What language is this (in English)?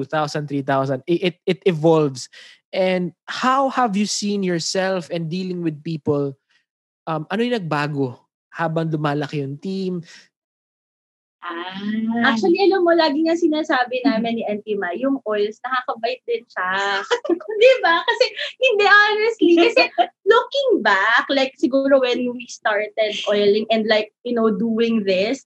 Filipino